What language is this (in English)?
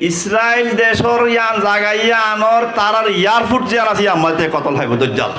Rohingya